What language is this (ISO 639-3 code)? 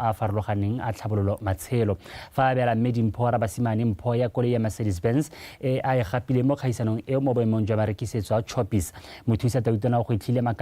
tsn